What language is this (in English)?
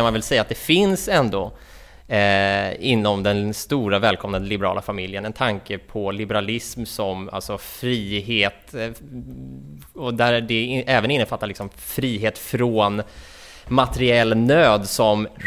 Swedish